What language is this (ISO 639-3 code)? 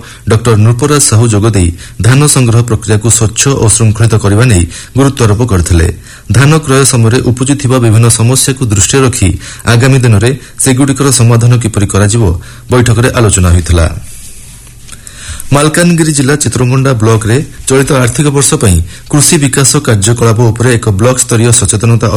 ori